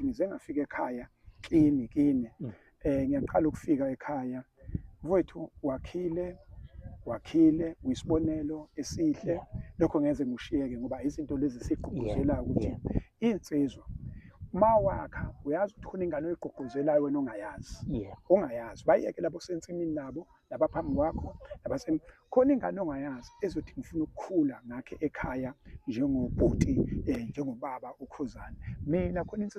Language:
Zulu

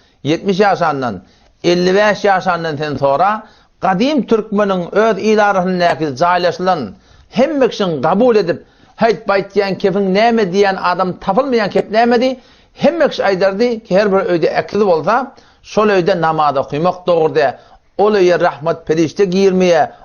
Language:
Turkmen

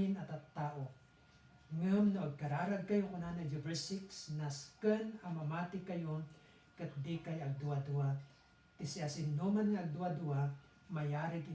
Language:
Iloko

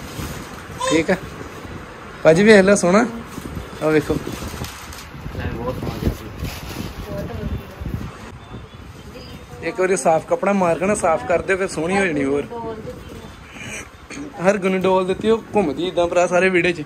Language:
Punjabi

